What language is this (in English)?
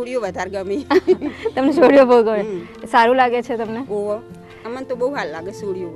Gujarati